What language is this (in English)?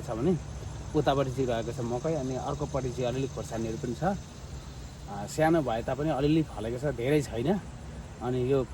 Nepali